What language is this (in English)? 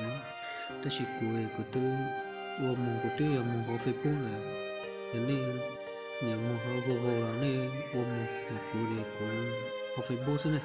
Hmong